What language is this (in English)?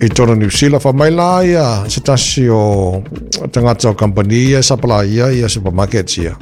Samoan